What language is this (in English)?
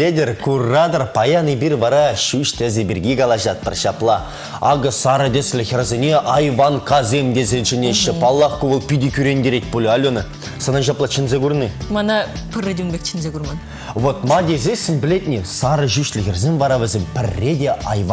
Chuvash